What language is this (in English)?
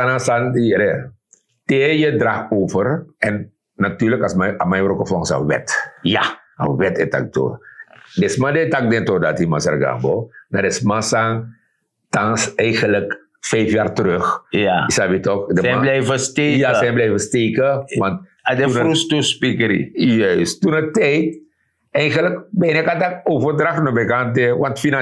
Sranan Tongo